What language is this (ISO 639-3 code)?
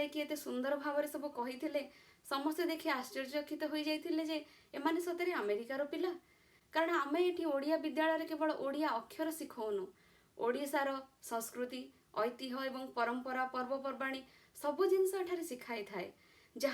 ori